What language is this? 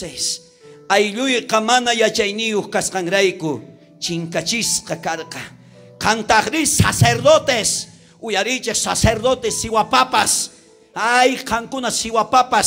South Bolivian Quechua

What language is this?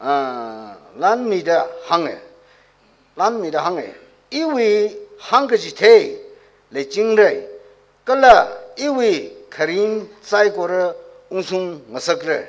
Tangkhul Naga (India)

